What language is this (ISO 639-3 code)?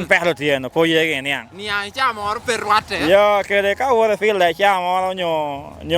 laj